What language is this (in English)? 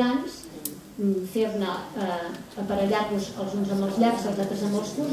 Catalan